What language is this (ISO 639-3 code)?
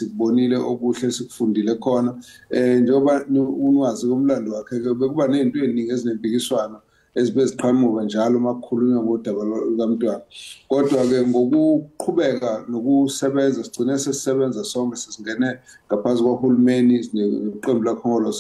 zul